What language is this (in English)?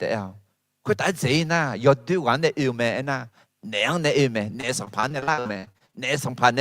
Akha